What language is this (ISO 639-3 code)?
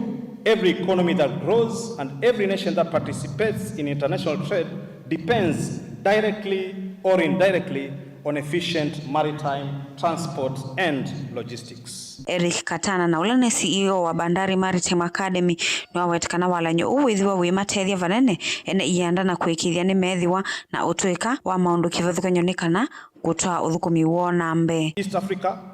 kam